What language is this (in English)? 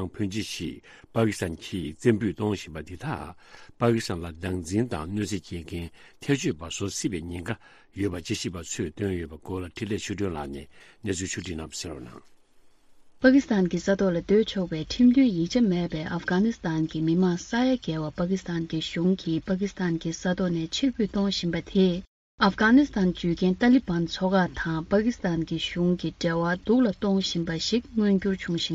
Tibetan